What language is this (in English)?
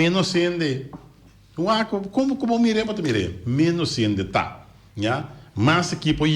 Papiamento